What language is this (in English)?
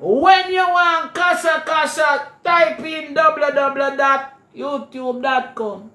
Jamaican Creole English